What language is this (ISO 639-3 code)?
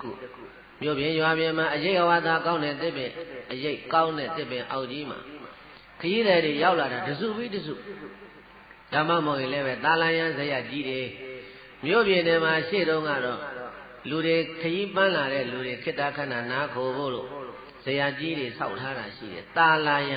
mya